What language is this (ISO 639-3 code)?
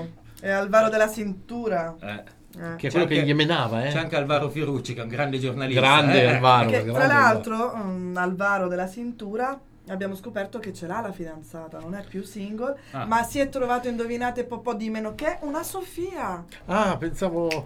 ita